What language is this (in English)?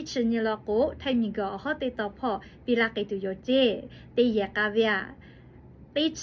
Lahu